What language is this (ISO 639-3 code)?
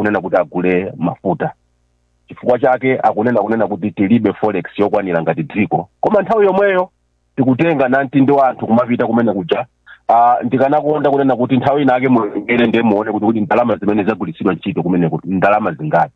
nya